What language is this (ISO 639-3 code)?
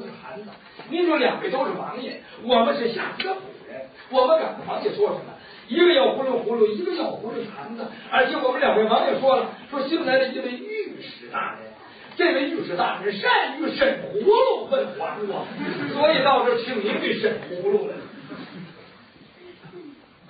zho